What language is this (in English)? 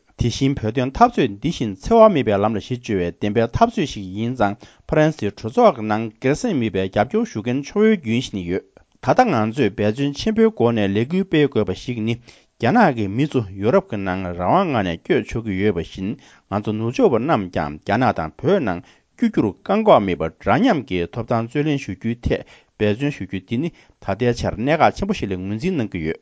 Tibetan